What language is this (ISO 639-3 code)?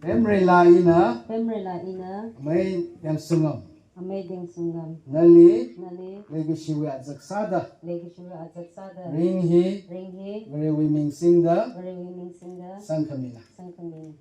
nmf